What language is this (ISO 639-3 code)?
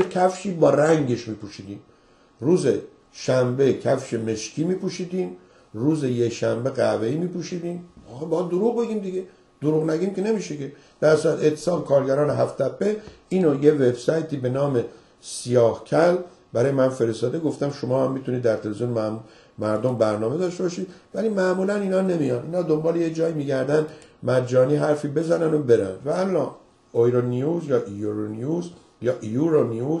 fas